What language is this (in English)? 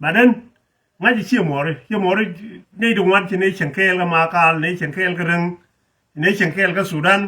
Nuer